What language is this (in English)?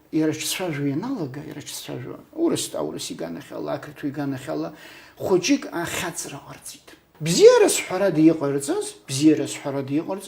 Abkhazian